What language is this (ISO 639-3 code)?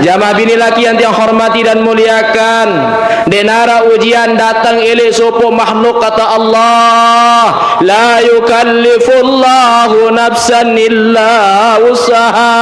sas